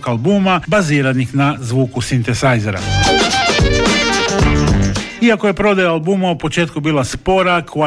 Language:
Croatian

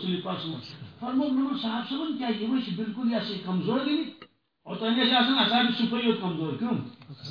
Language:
Kashmiri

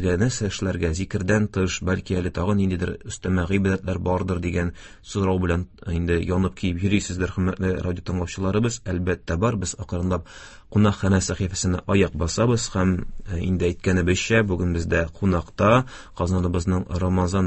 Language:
Tatar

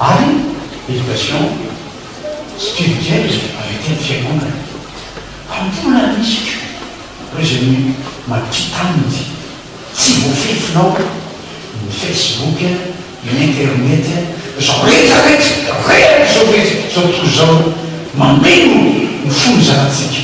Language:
Malagasy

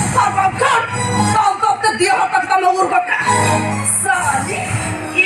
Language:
Santali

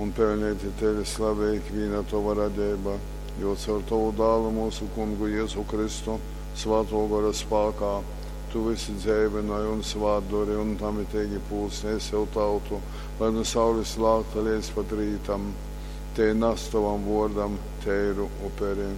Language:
Latgalian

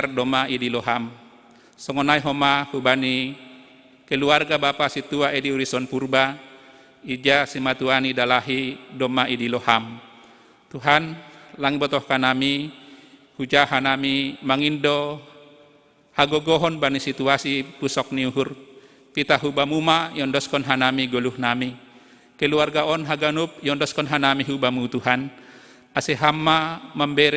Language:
Batak Simalungun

